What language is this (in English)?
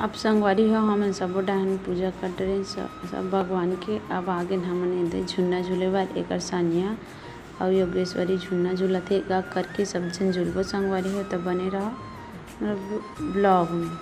Chhattisgarhi